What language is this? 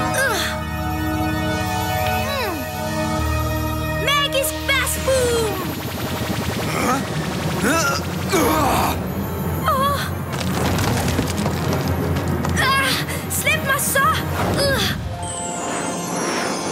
Danish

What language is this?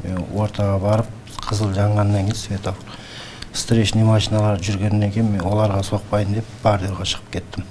Kyrgyz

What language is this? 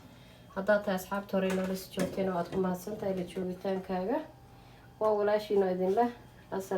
Somali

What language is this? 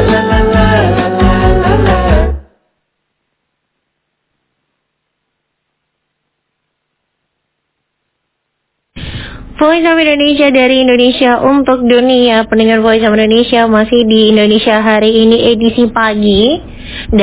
Indonesian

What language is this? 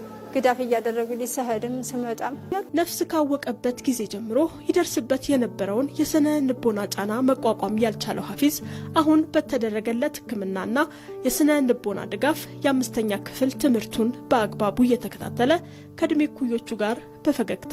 Amharic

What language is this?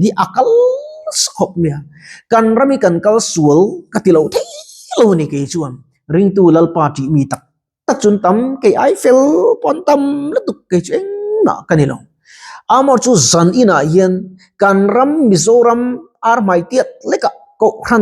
Mizo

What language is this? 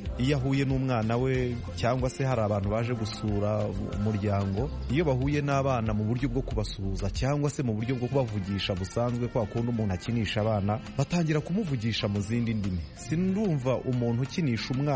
Kinyarwanda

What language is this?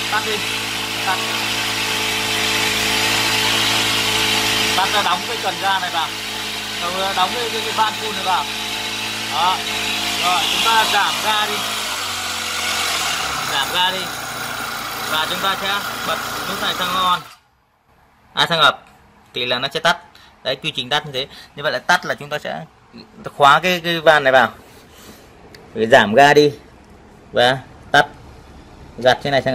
Vietnamese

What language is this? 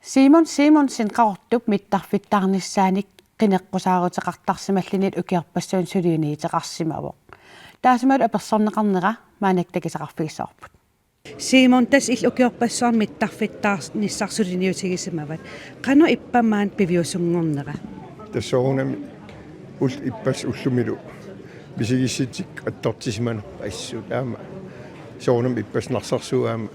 Kalaallisut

